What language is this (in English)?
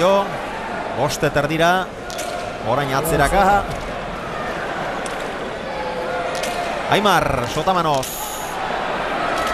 Basque